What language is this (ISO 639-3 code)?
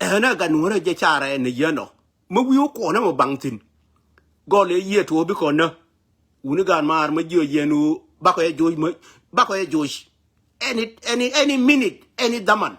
nus